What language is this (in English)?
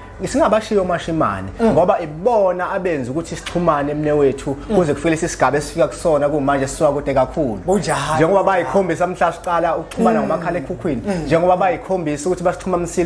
Zulu